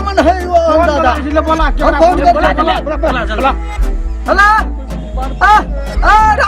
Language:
Maithili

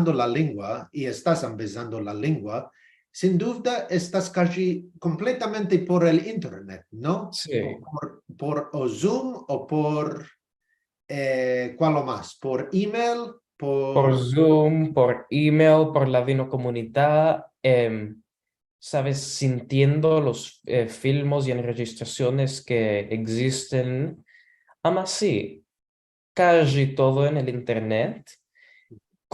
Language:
Ladino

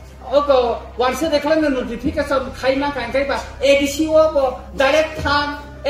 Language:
Kok Borok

